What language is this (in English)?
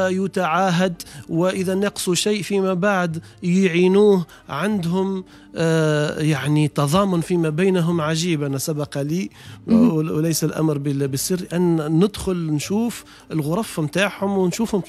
Tunisian Arabic